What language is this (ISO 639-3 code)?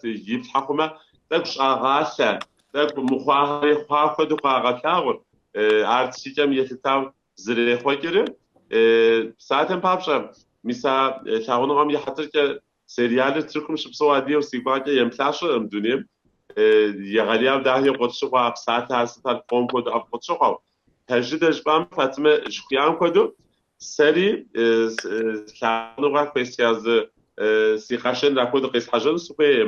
kbd